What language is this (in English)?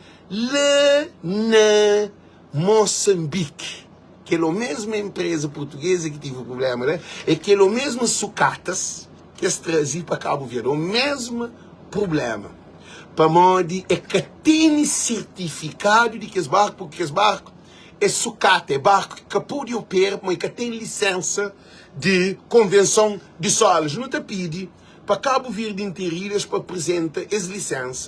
Kabuverdianu